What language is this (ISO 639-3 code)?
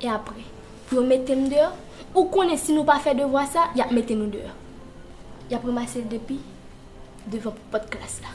hat